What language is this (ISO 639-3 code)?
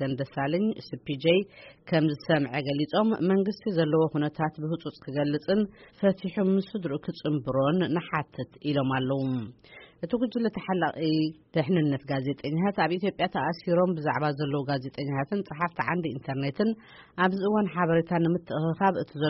tir